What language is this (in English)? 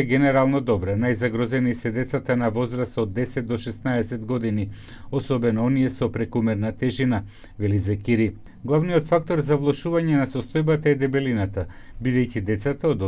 Macedonian